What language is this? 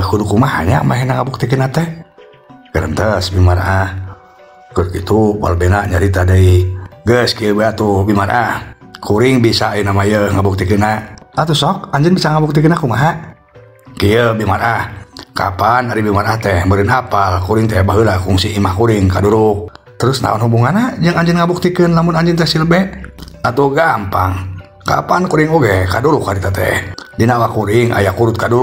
Sundanese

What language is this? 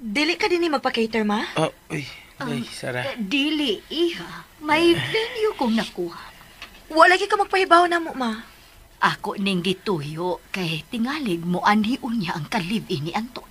Cebuano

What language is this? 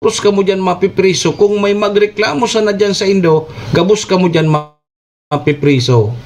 Bikol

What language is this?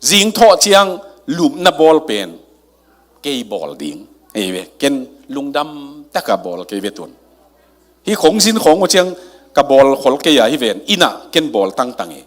Tedim Chin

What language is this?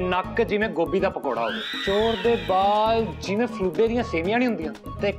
Punjabi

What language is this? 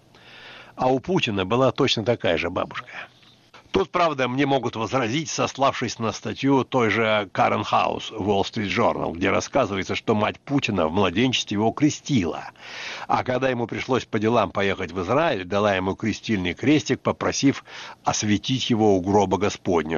Russian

